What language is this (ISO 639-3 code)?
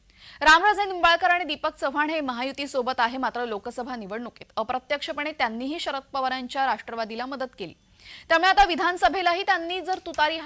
mar